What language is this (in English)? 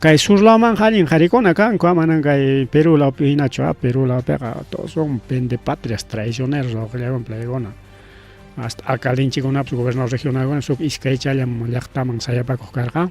Ayacucho Quechua